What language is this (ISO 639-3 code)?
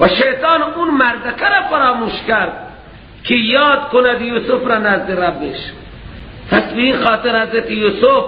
fas